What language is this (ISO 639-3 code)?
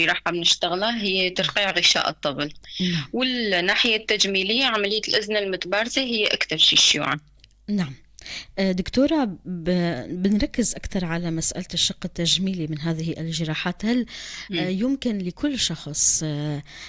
apc